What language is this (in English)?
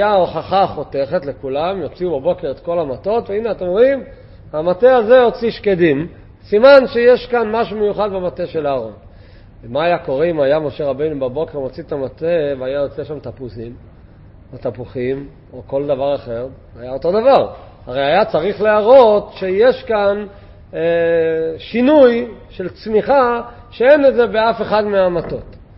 Hebrew